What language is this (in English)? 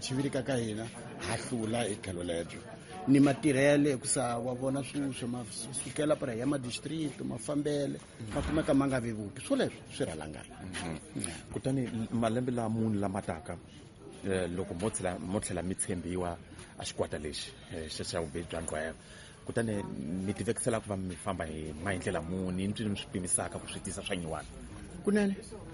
Tsonga